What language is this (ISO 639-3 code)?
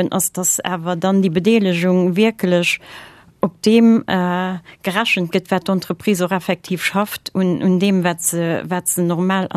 ltz